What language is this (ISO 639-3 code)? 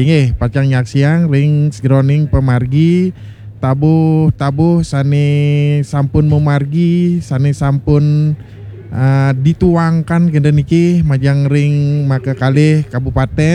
ban